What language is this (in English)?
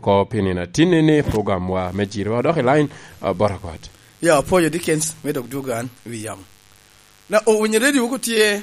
Lango (Uganda)